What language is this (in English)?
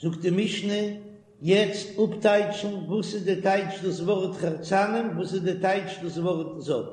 Yiddish